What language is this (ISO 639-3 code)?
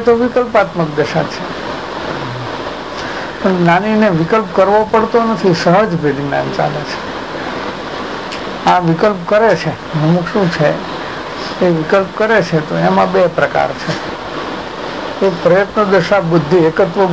guj